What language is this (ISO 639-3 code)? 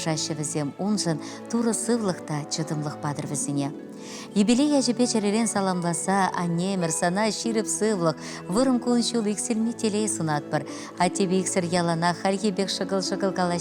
chv